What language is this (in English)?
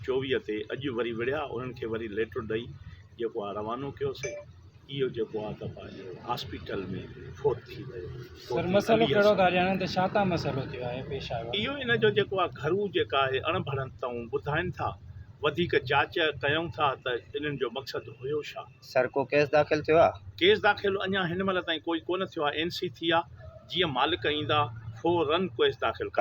Sindhi